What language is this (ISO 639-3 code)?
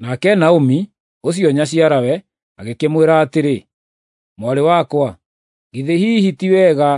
kik